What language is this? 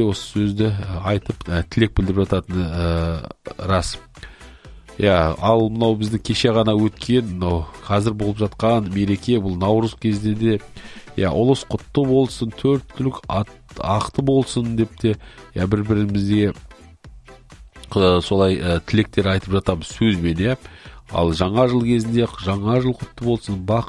Kazakh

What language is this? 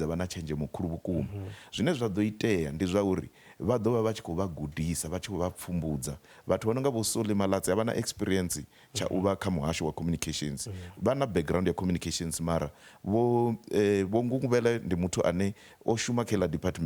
Venda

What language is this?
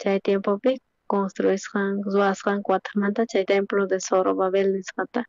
South Bolivian Quechua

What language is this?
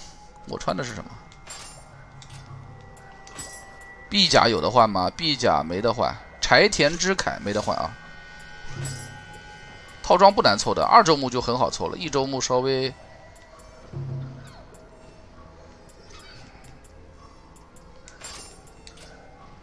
Chinese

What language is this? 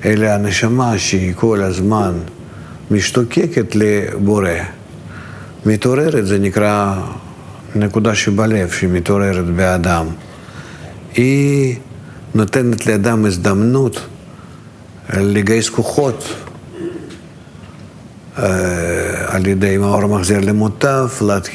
Hebrew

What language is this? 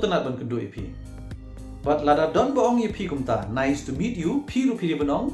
Khasi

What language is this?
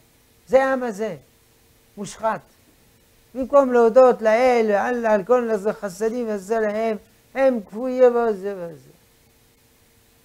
Hebrew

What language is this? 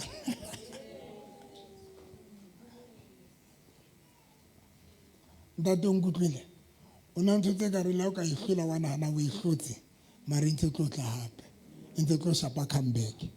Southern Sotho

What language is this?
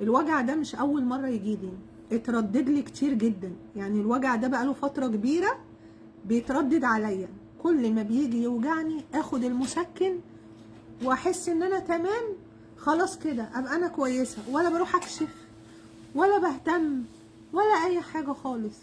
Egyptian Arabic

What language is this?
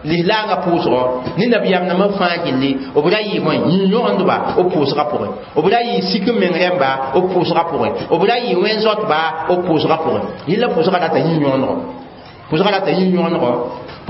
Mossi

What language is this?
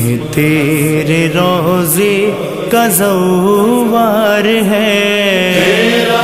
Urdu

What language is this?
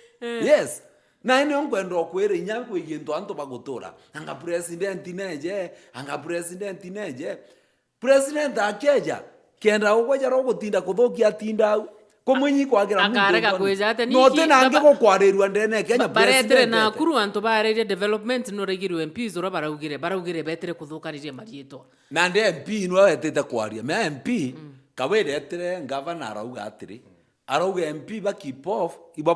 Meru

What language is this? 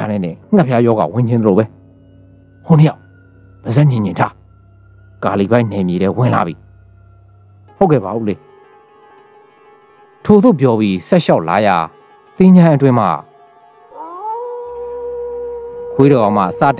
Burmese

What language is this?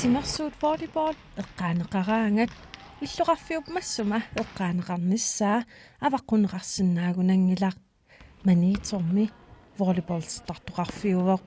Kalaallisut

